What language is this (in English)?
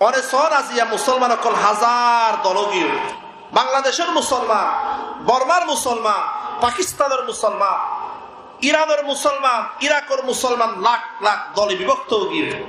Rohingya